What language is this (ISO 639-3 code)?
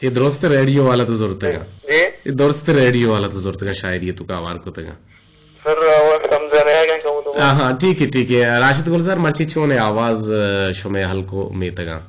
bgp